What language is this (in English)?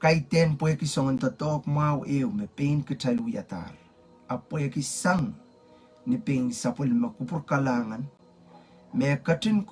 Pohnpeian